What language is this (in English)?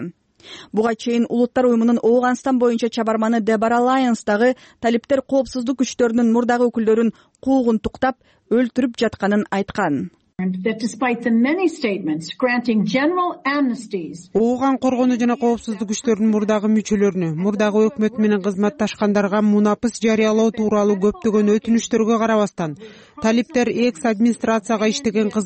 Kyrgyz